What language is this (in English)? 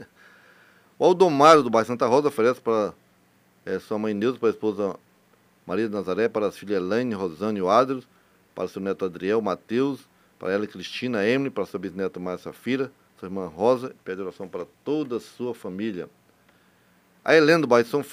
Portuguese